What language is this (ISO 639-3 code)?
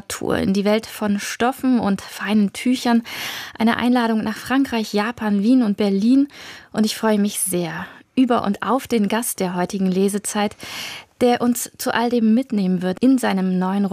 deu